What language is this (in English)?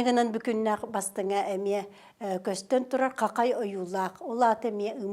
Yakut